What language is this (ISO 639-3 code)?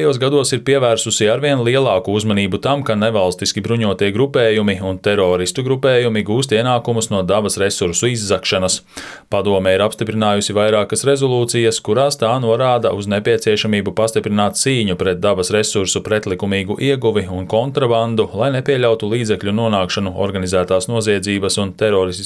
lav